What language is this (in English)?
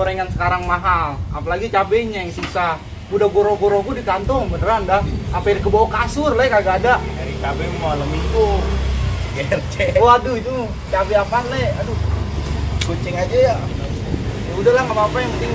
Betawi